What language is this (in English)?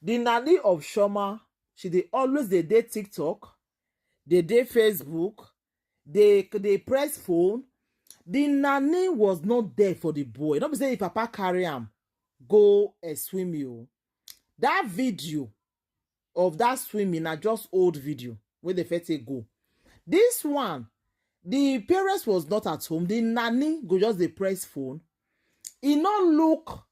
Nigerian Pidgin